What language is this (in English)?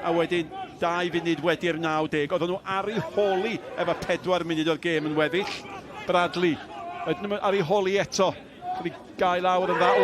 Welsh